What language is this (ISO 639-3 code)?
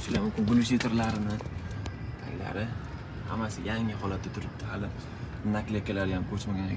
uzb